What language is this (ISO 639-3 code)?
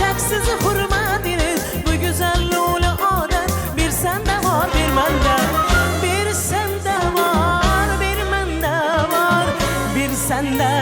tuk